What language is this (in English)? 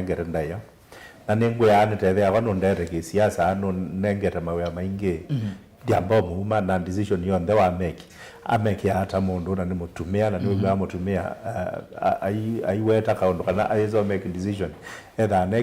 Kamba